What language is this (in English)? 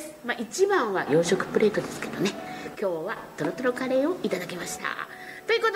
Japanese